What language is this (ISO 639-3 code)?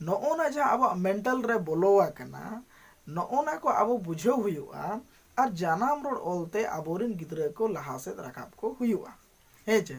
sat